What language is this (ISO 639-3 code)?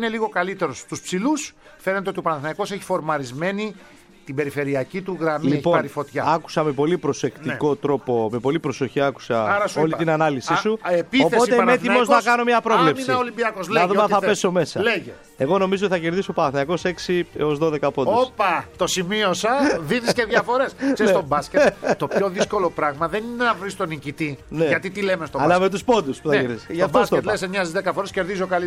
ell